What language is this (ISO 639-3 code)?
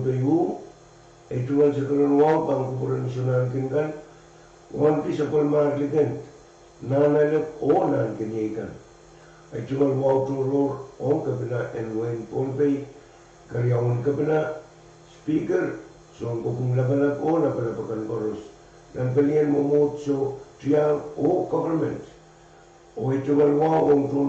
pon